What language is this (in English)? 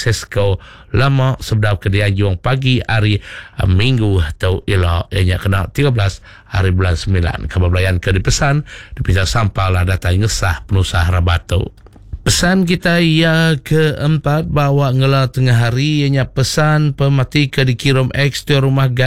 Iban